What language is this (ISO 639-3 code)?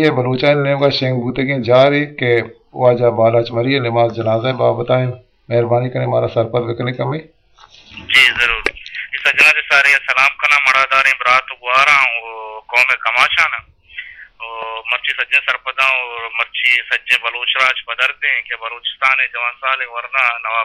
bgp